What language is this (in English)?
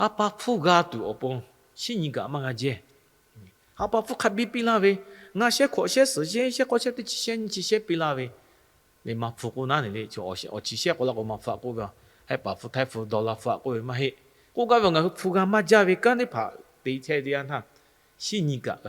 Lahu